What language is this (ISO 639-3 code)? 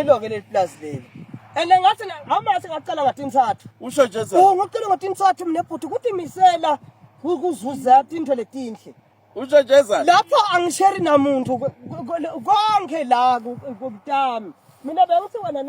ssw